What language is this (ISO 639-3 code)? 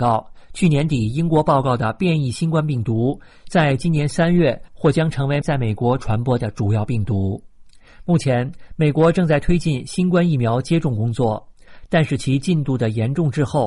zho